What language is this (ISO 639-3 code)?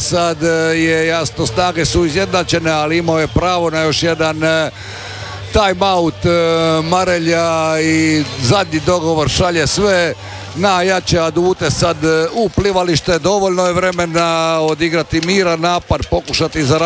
hrv